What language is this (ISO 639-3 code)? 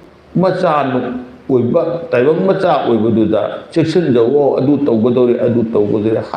mni